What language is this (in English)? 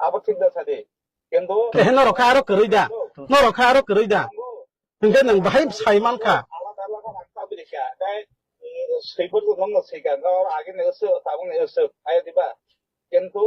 Kok Borok